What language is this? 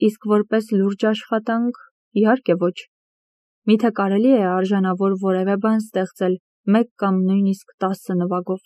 Armenian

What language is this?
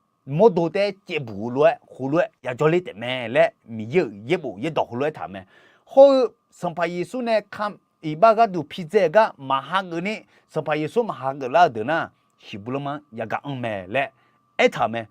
Akha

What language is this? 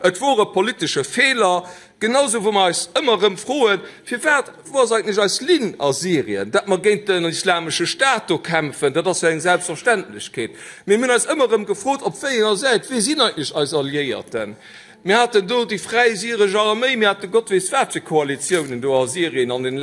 Luxembourgish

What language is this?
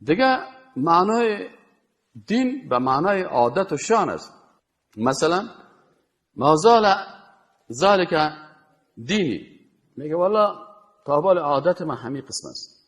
Persian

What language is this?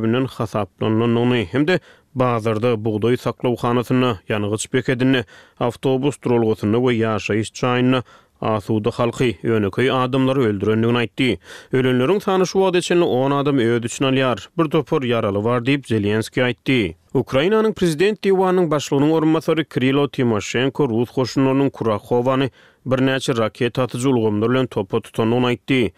Turkmen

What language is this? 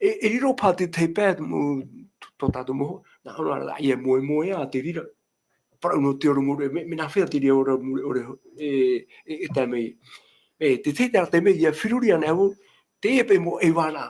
Tahitian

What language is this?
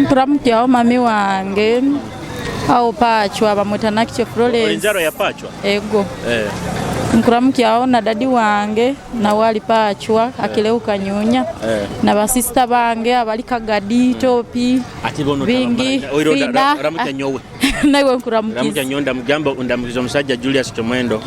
Nyoro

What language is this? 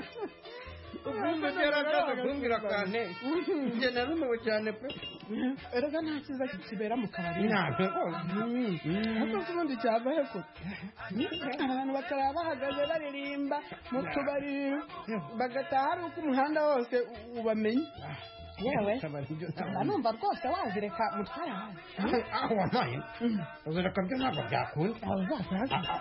Kinyarwanda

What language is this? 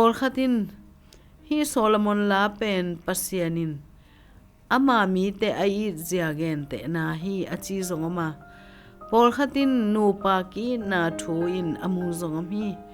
Tedim Chin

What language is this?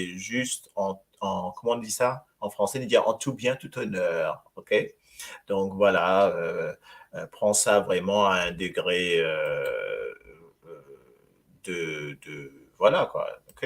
Morisyen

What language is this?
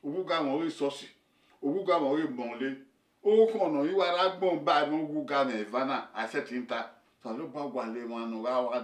Bini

